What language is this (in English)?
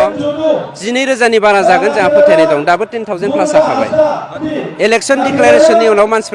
Bodo